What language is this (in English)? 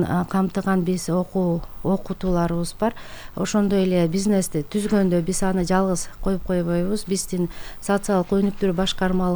Kyrgyz